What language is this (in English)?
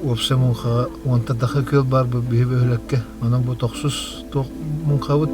Yakut